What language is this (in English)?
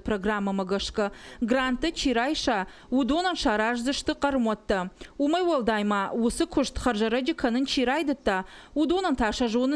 Ossetic